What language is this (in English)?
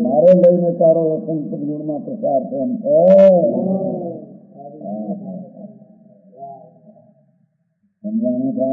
Gujarati